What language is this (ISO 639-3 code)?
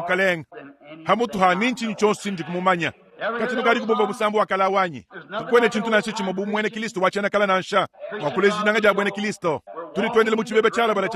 lua